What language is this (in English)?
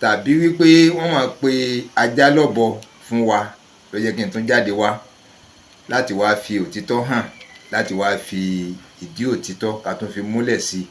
Yoruba